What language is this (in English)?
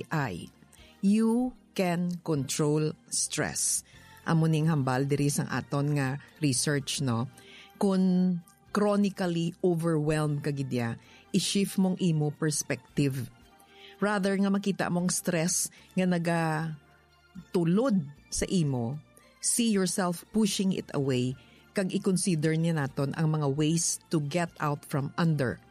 Hiligaynon